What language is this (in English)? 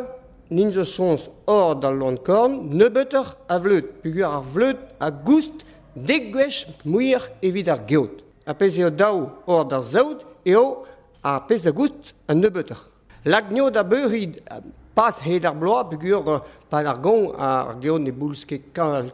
Breton